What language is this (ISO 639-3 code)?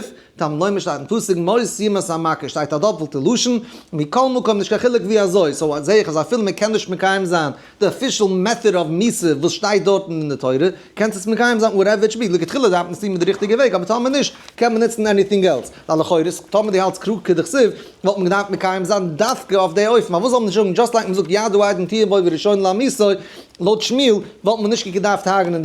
yid